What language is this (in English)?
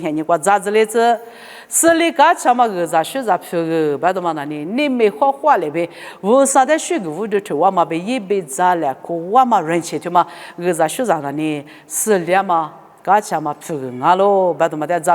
Lisu